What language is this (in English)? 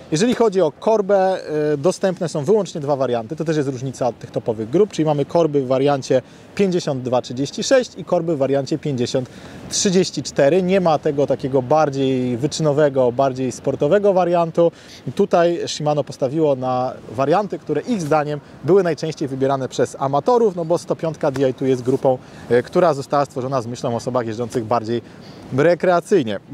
Polish